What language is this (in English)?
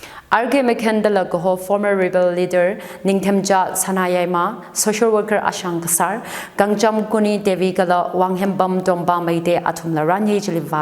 Tangkhul Naga (India)